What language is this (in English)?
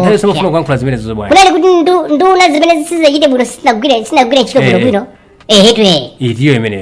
Nyanja